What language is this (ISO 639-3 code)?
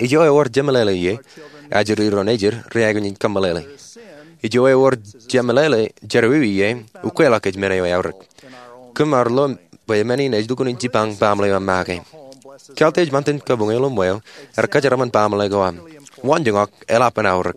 mah